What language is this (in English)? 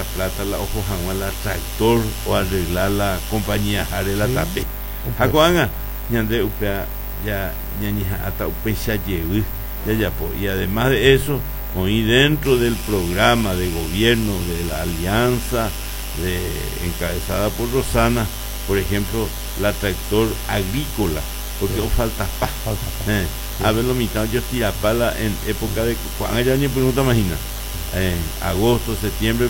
Guarani